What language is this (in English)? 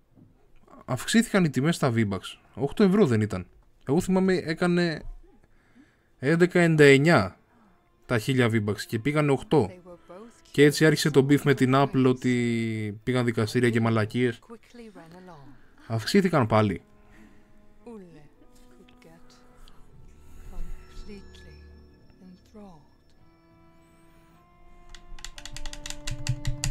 Greek